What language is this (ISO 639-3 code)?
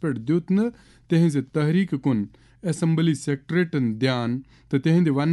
kas